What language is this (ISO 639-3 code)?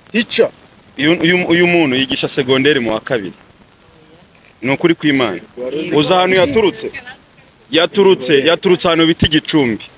kin